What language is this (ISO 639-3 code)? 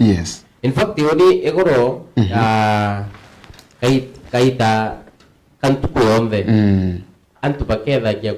mer